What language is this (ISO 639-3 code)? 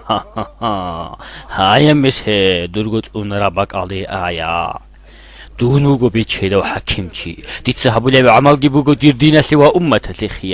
ava